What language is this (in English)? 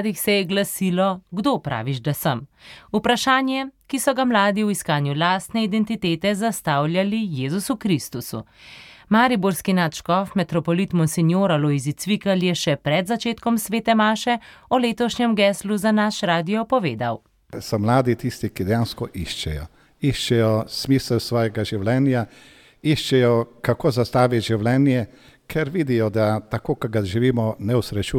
Slovenian